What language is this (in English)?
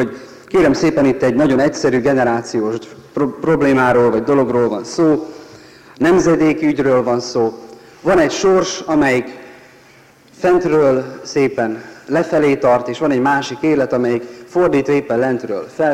Hungarian